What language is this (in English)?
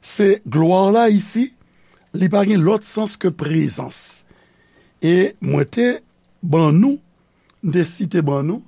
Haitian Creole